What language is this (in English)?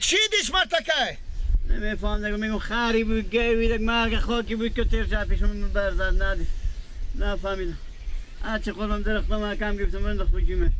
Persian